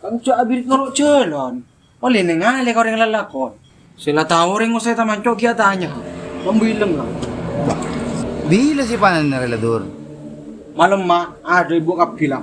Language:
Madurese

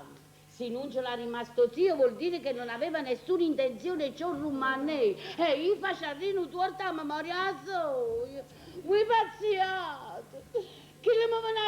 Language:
Neapolitan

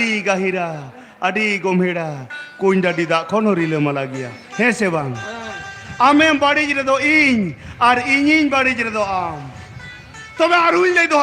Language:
Santali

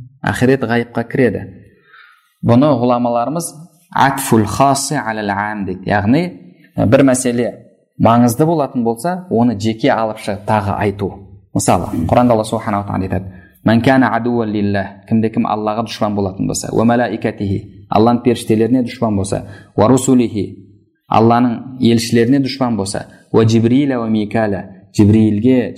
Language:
Kazakh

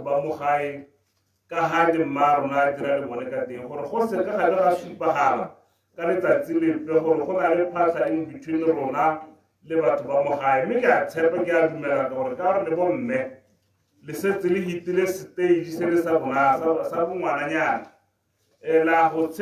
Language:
Tswana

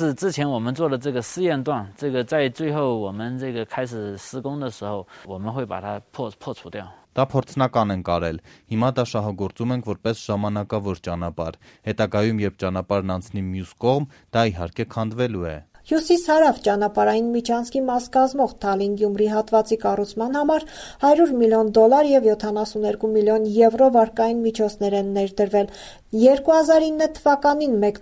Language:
Armenian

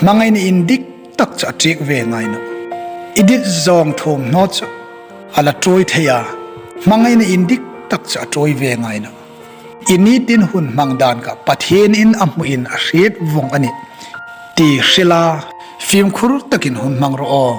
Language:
Hmar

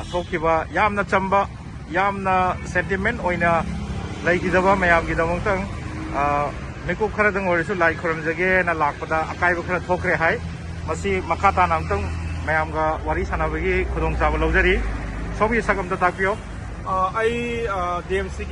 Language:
Manipuri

